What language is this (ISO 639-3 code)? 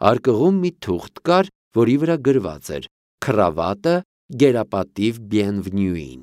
hye